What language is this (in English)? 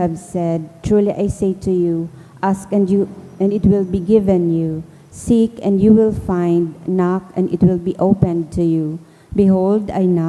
Bikol